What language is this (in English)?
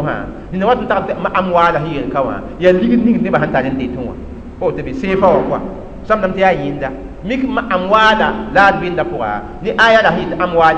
Mossi